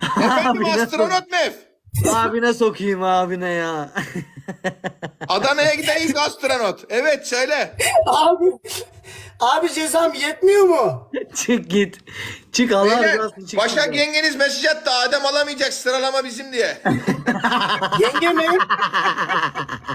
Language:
Turkish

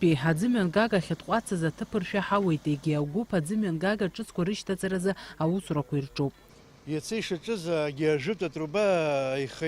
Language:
Abkhazian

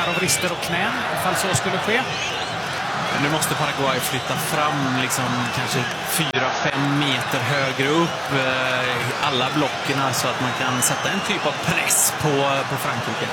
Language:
Swedish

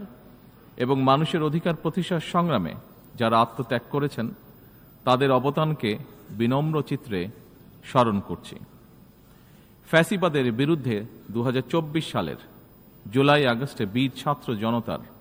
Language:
Bangla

